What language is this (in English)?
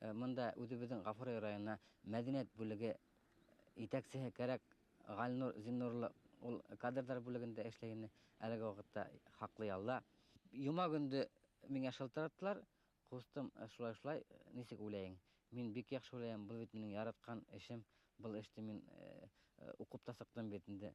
Bashkir